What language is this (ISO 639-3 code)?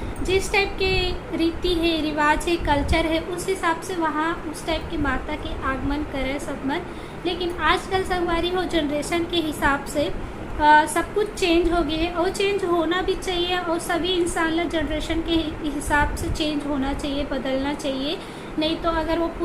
hne